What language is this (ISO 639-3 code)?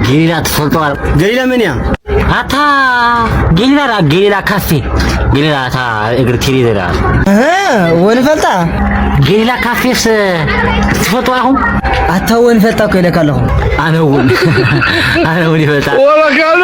tir